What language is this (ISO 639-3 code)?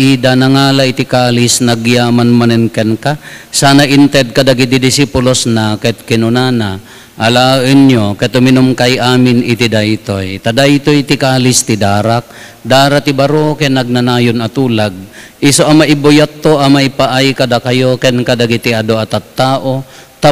ilo